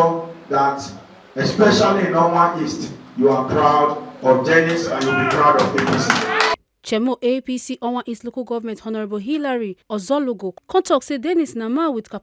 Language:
Nigerian Pidgin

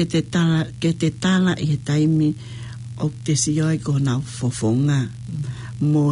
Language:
Tongan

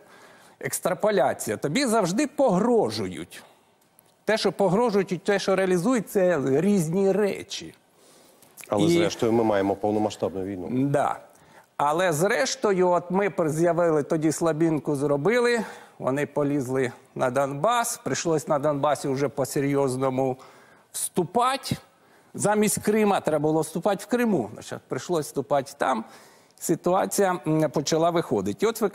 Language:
Ukrainian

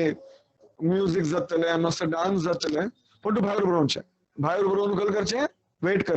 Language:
Konkani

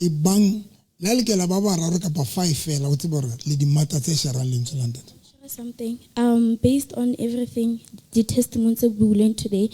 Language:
Southern Sotho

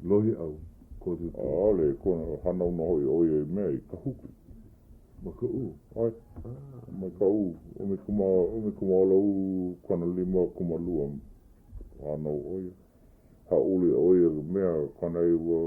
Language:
Hawaiian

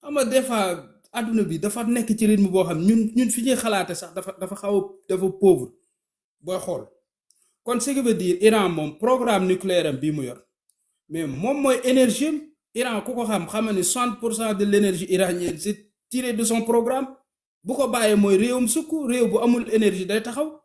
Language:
Wolof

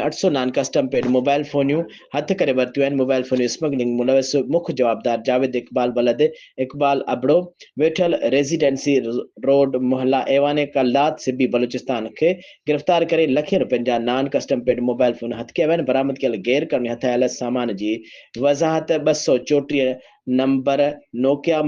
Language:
Sindhi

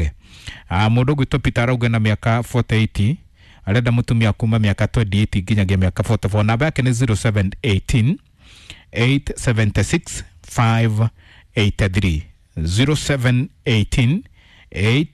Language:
Kikuyu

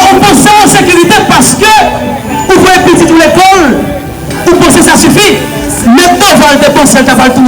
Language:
Haitian Creole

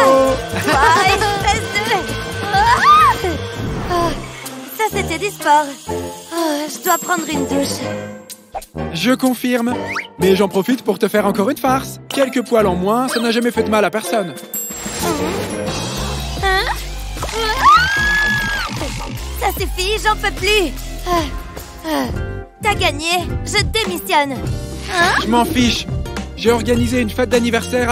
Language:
French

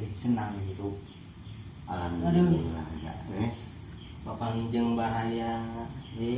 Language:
Sundanese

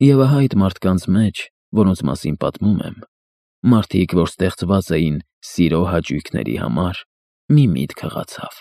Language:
Armenian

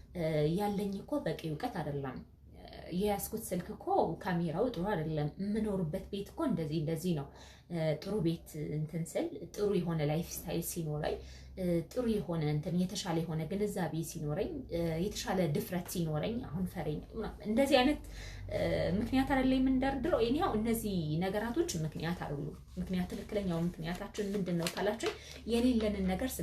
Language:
Amharic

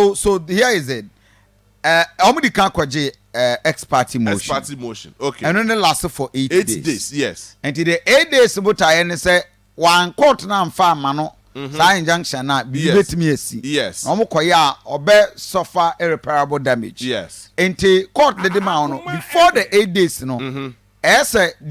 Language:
Akan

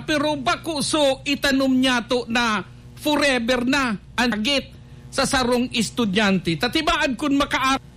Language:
Bikol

